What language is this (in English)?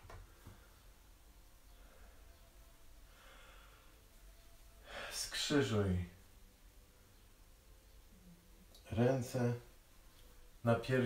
Polish